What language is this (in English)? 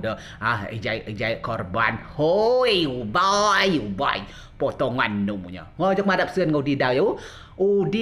Rejang